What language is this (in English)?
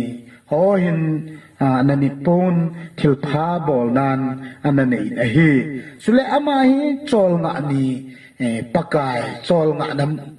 Thado Chin